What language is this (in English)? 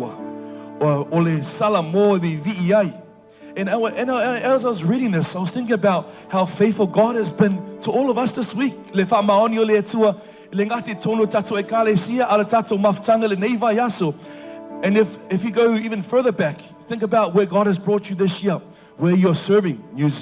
Samoan